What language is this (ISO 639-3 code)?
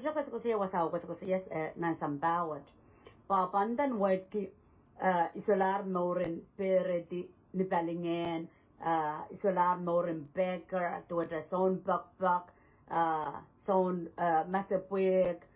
pon